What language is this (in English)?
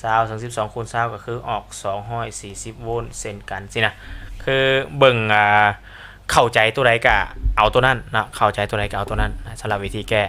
Lao